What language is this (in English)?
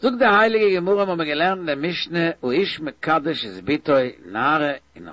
Yiddish